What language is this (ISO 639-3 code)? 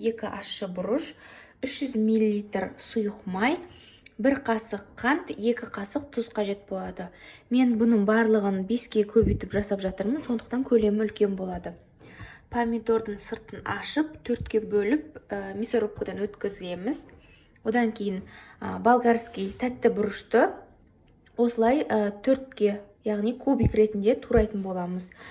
kaz